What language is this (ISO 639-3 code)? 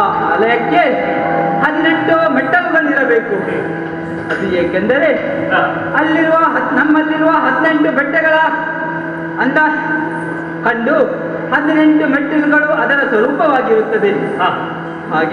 kan